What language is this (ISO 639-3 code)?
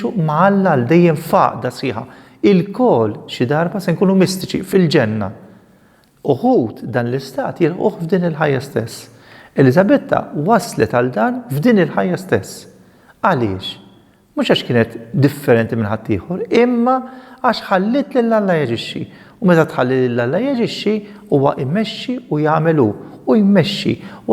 mlt